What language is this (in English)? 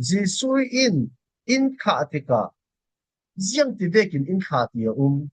Falam Chin